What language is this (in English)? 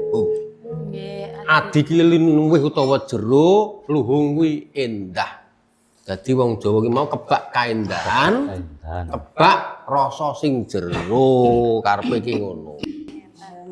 Javanese